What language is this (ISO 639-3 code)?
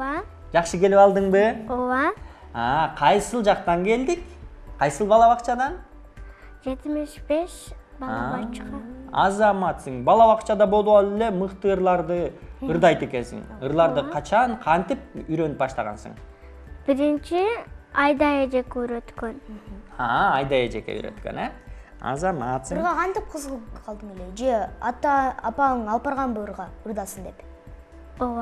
kir